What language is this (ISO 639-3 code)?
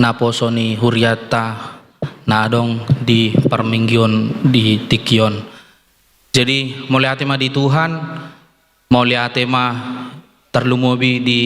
bbc